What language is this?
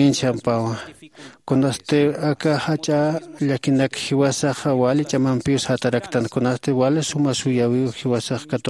Aymara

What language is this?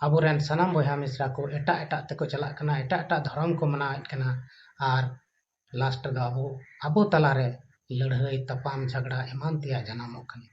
Santali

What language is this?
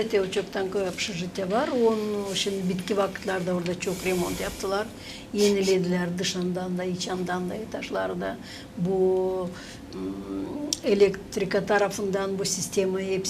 Gagauz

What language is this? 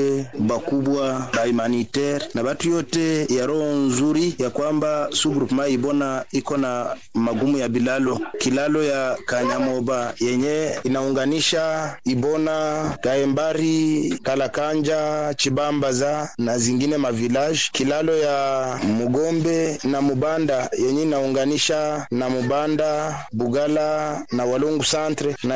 Swahili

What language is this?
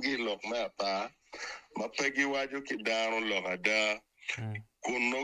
Acoli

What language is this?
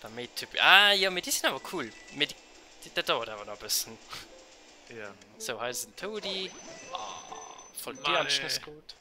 Luxembourgish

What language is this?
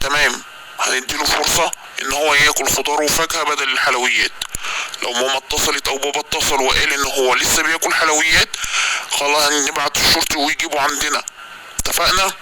Egyptian Arabic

